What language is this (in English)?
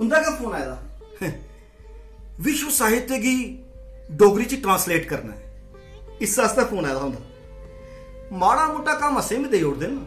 Dogri